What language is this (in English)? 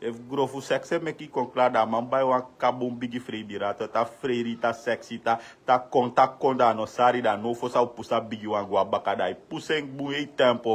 Sranan Tongo